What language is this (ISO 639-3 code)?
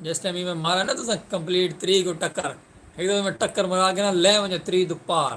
skr